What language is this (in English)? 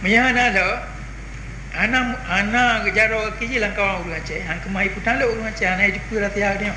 Achinese